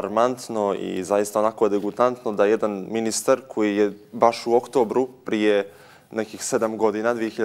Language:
Bosnian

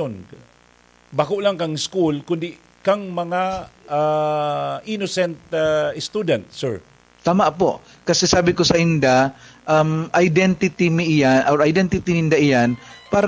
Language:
Bikol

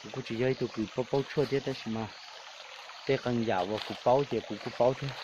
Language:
Hmong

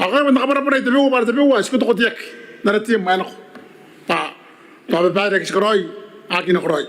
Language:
Gilbertese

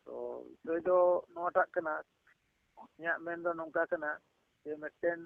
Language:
Santali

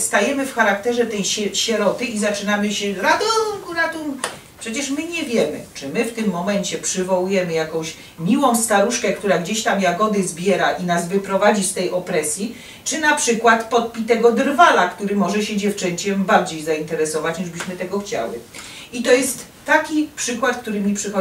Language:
Silesian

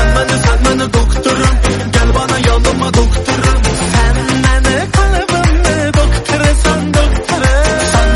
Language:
Turkish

